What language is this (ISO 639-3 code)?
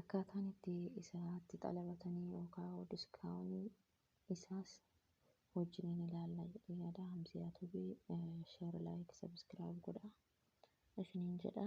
orm